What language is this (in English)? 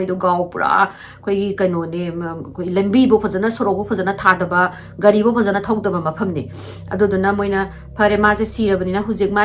Manipuri